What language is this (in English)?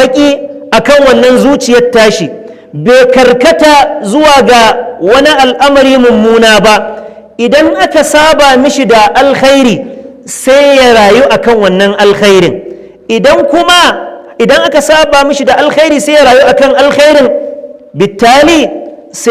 Hausa